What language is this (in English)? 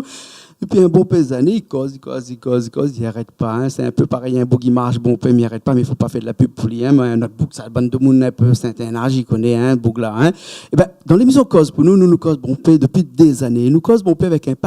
Réunion Creole French